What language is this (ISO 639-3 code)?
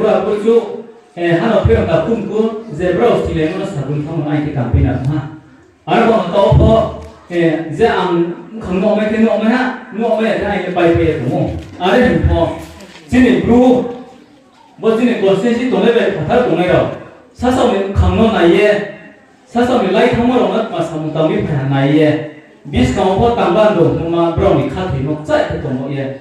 ria